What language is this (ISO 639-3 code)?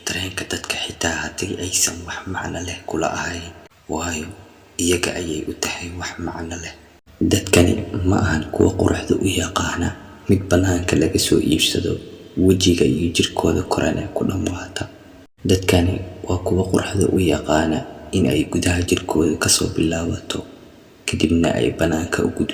som